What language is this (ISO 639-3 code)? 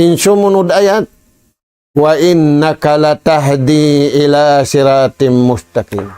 tsg